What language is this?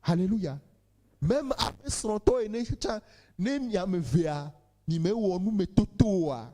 Ewe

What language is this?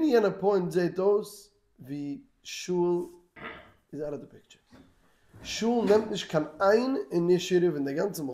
Yiddish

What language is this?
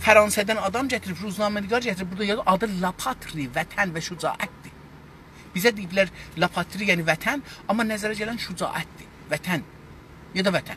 South Azerbaijani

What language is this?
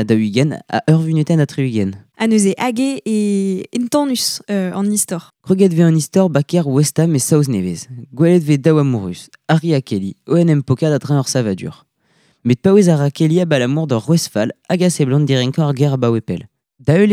Breton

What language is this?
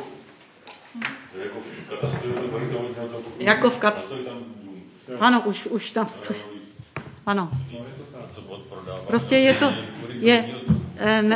Czech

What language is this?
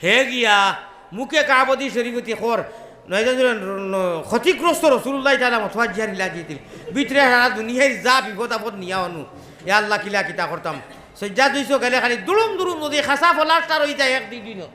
Sylheti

